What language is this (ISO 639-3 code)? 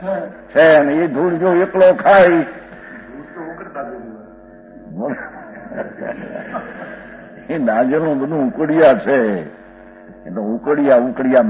guj